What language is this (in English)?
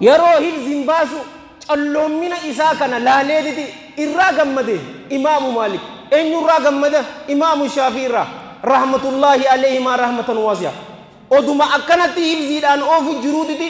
Oromo